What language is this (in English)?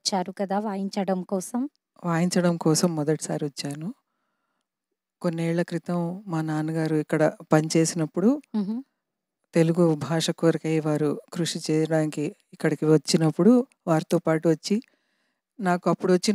Telugu